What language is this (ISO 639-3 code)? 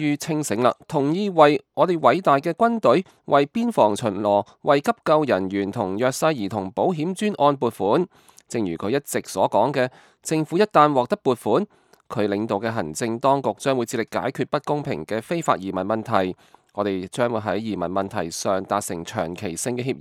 yue